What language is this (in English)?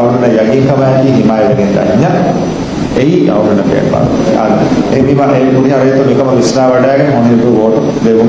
Divehi